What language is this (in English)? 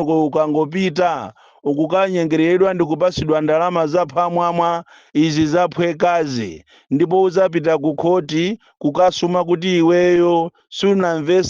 Nyanja